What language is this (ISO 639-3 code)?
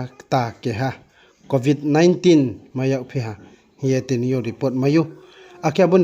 ria